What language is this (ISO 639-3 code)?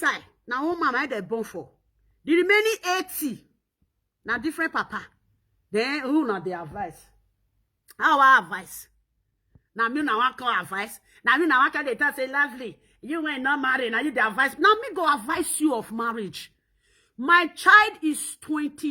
pcm